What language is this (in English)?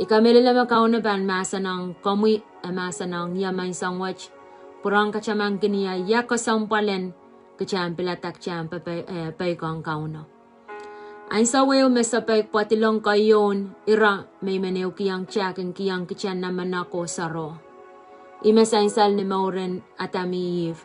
Pohnpeian